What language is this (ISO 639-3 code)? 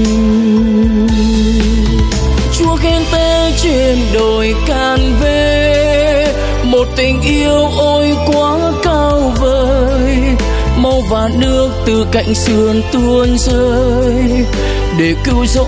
vie